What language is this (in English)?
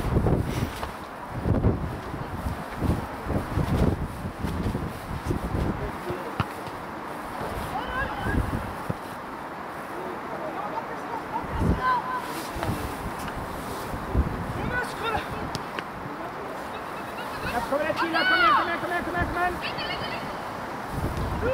Swedish